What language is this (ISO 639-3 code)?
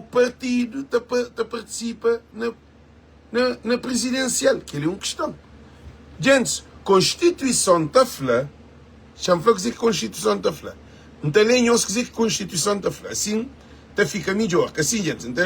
kea